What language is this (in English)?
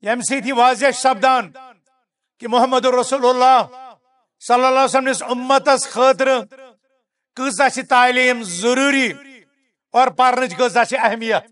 Kashmiri